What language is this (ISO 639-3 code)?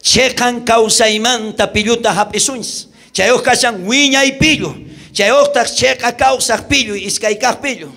quh